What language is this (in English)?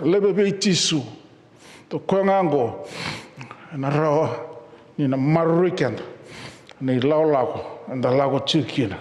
Fijian